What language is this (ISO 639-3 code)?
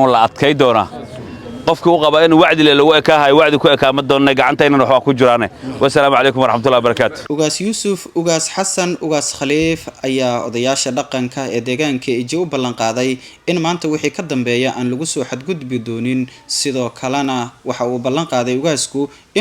som